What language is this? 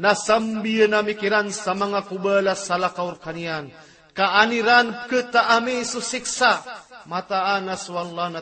Maranao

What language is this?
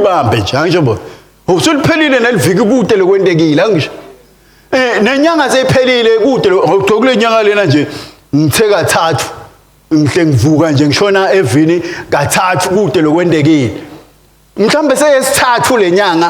Swati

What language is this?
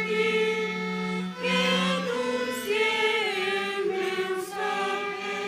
South Bolivian Quechua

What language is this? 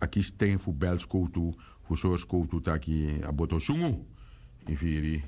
Sranan Tongo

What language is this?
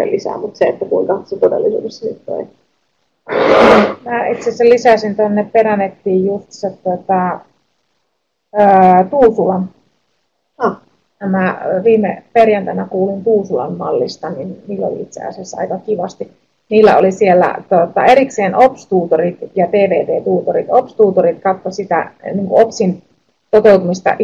Finnish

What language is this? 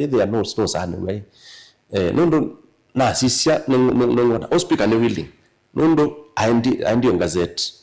Kamba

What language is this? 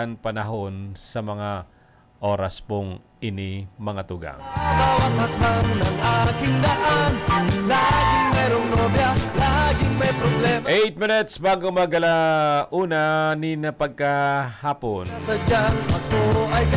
Bikol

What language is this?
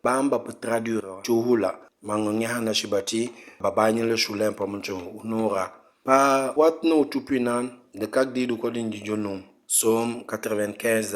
Mankanya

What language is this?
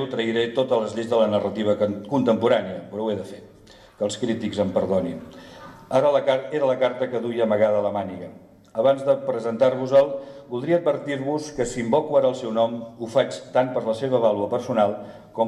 Catalan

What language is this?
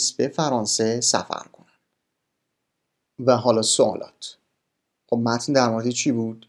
Persian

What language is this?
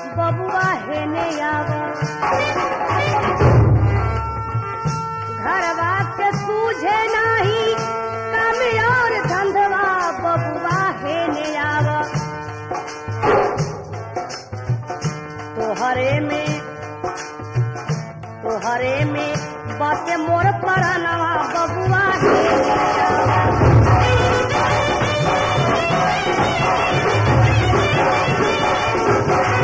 Bhojpuri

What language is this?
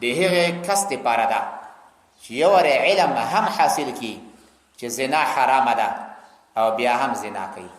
Pashto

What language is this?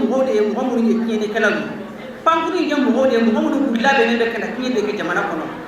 Bambara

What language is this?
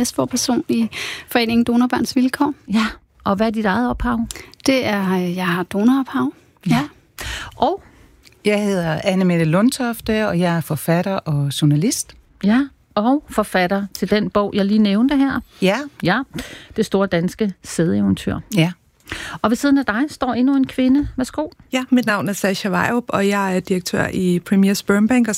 Danish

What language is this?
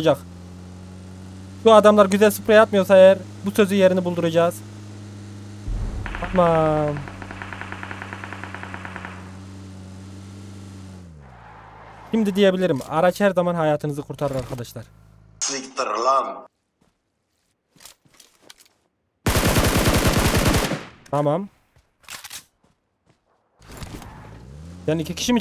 Turkish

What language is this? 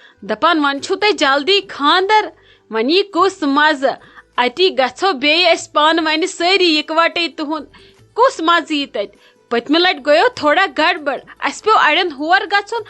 Kashmiri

